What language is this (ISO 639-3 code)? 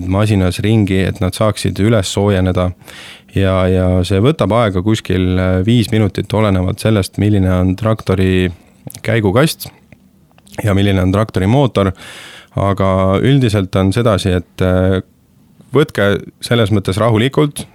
est